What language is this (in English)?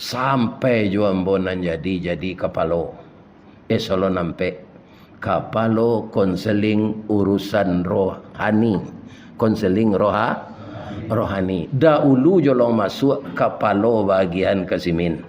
Minangkabau